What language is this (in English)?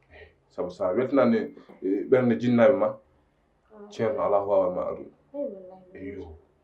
Fula